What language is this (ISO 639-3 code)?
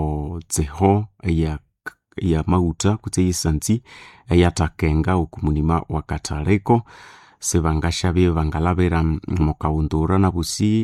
nnb